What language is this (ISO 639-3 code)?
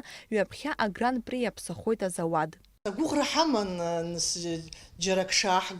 abk